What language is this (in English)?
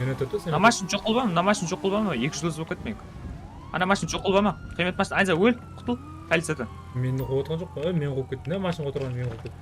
Kara-Kalpak